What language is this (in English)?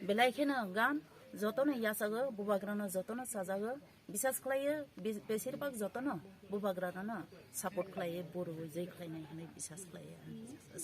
Kok Borok